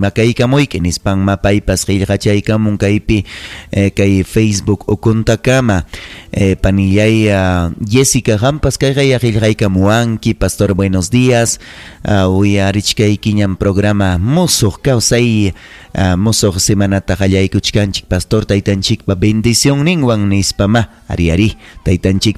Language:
Ayacucho Quechua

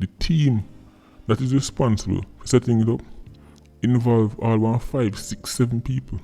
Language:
Jamaican Creole English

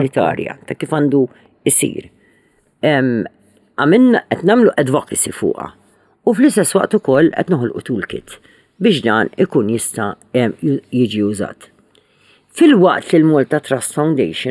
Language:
Maltese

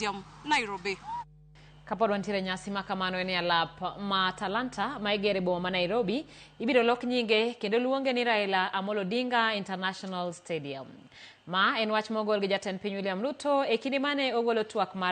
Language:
Luo (Kenya and Tanzania)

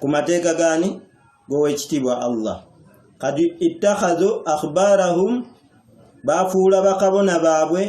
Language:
Ganda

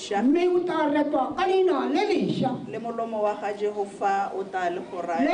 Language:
Tswana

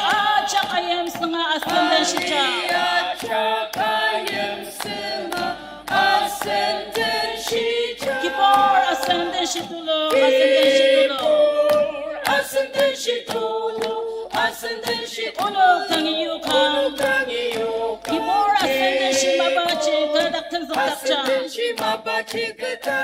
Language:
Ao Naga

